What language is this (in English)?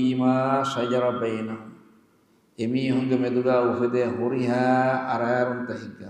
Divehi